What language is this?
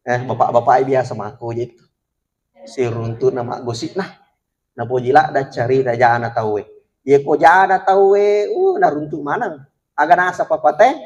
Buginese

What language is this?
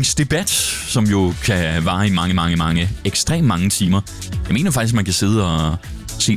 Danish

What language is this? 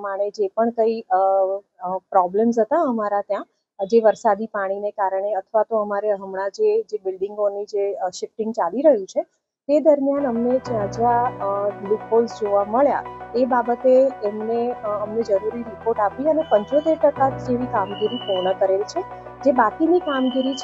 Gujarati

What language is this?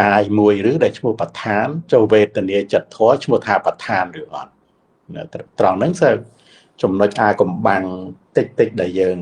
Khmer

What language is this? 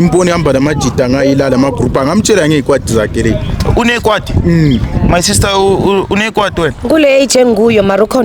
Zulu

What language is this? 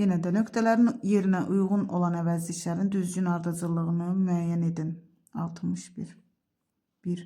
Azerbaijani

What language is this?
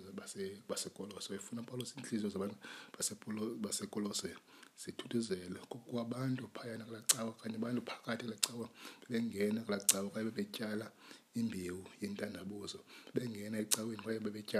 Xhosa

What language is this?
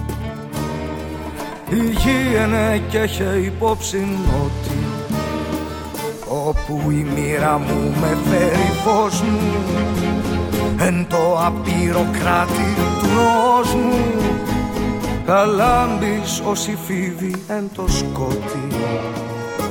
Greek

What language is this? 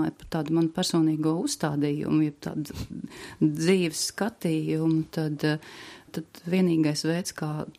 Latvian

